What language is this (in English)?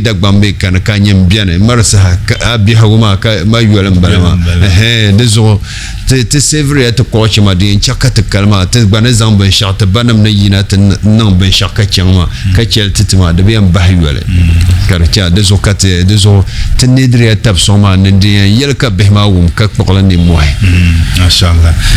Dagbani